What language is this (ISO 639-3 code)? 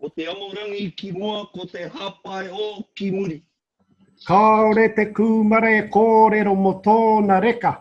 mri